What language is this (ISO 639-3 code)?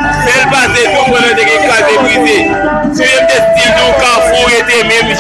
hat